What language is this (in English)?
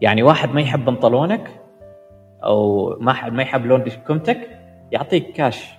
Gulf Arabic